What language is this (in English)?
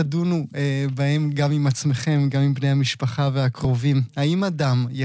Hebrew